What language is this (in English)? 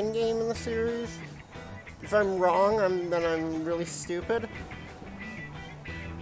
English